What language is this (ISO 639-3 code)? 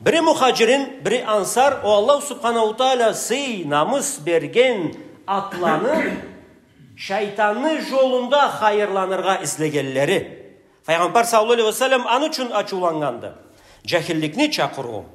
krc